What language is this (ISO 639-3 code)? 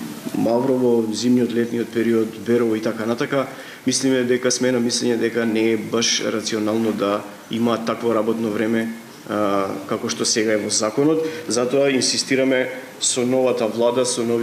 mkd